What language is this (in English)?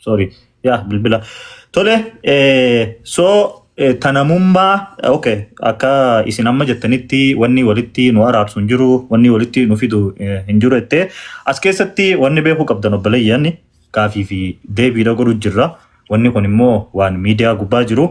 Oromo